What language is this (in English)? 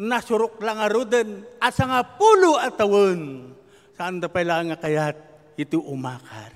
Iloko